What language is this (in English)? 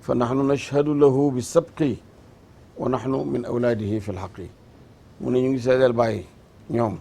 Wolof